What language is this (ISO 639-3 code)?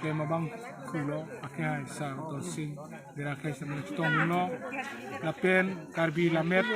mjw